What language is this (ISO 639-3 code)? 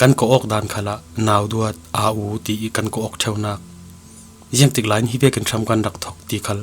cfm